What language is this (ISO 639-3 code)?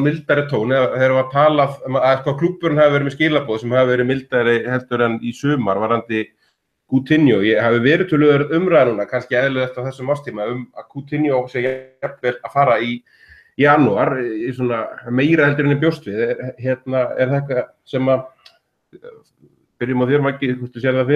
isl